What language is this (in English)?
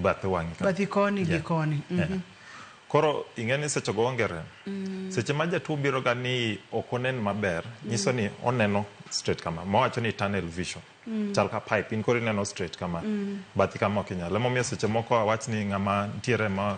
Luo (Kenya and Tanzania)